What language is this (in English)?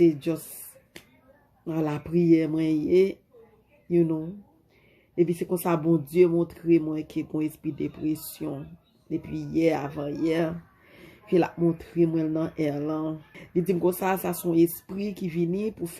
Haitian Creole